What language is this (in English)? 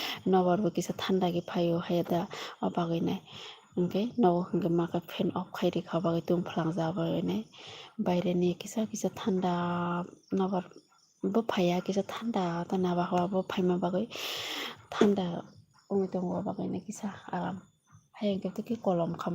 Kok Borok